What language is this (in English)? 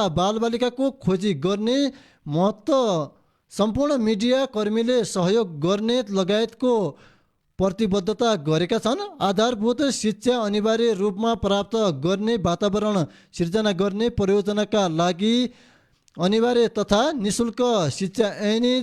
Nepali